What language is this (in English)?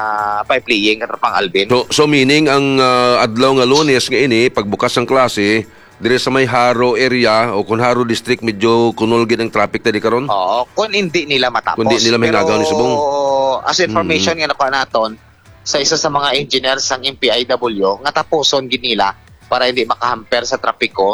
Hiligaynon